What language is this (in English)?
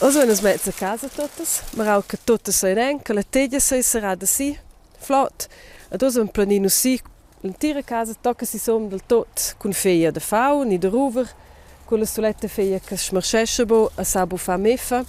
Romansh